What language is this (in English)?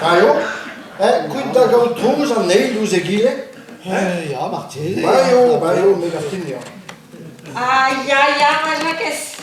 Breton